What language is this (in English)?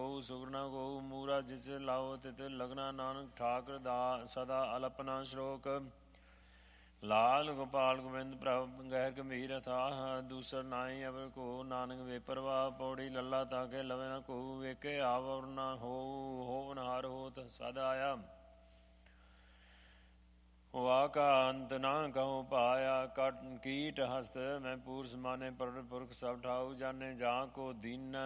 Punjabi